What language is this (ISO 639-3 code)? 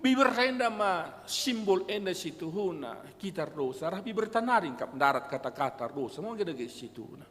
btx